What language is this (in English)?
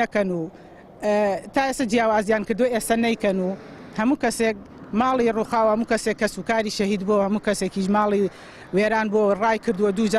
Central Kurdish